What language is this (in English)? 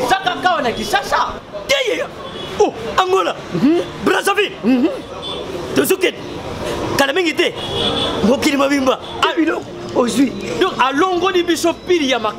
Lingala